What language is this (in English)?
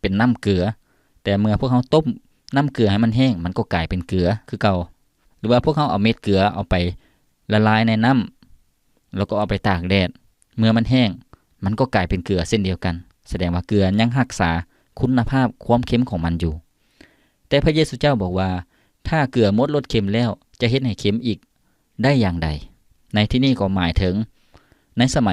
Lao